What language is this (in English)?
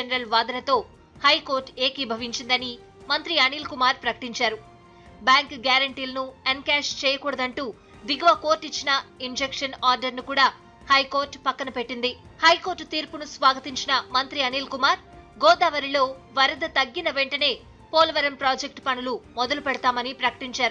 Telugu